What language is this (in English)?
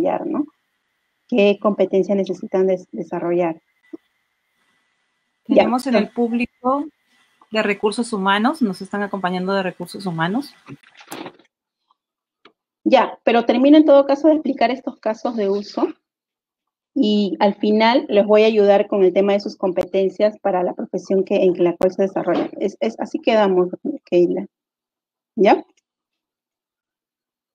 Spanish